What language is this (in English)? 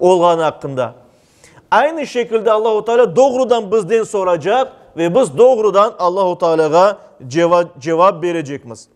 Crimean Tatar